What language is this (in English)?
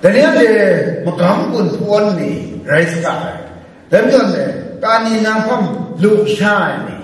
Kachin